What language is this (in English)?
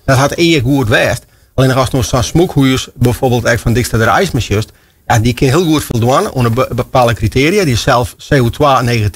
Western Frisian